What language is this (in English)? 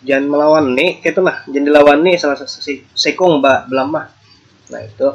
Banjar